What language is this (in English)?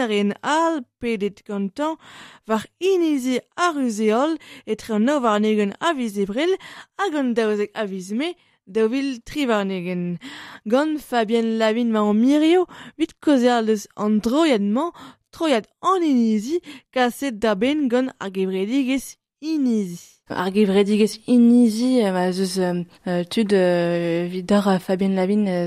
Breton